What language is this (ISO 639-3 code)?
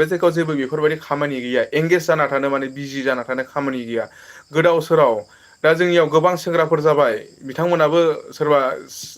brx